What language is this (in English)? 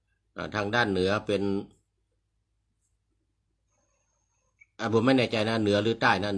Thai